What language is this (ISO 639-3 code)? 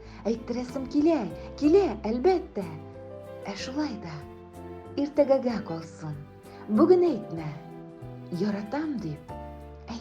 tat